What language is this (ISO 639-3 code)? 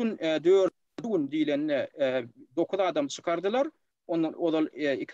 tuk